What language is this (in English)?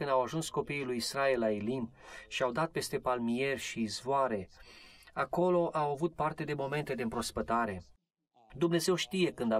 Romanian